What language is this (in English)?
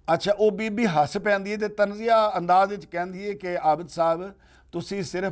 Western Panjabi